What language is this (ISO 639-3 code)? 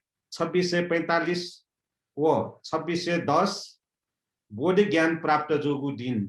new